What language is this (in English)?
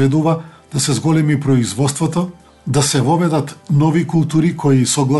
Macedonian